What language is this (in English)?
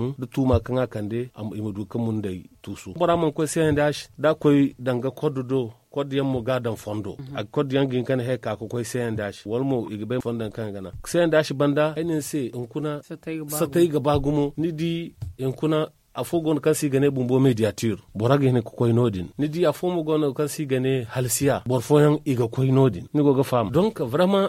Zarma